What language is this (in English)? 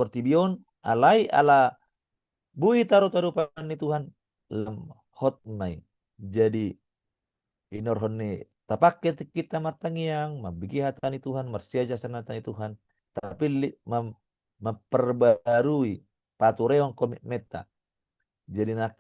Batak Toba